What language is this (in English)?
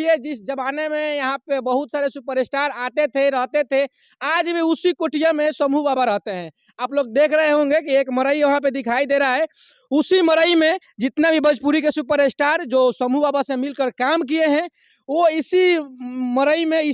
Bhojpuri